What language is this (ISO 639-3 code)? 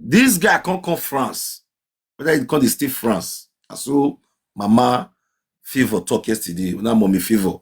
pcm